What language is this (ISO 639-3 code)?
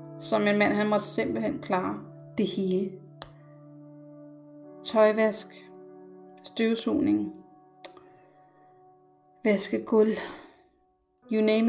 dan